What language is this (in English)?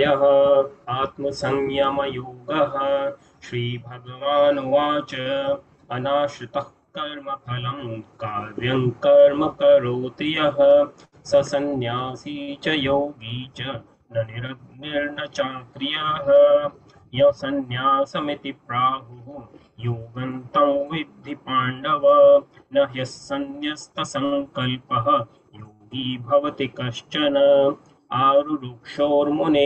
Sanskrit